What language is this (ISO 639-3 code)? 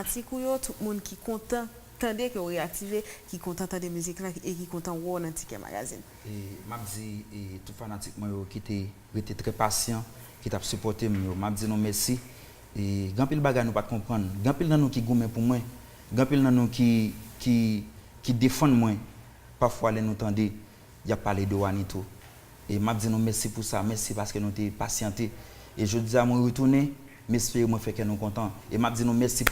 hat